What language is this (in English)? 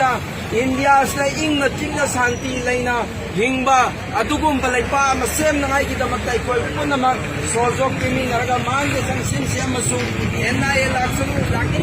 Manipuri